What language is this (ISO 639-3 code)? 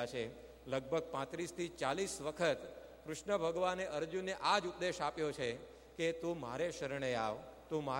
guj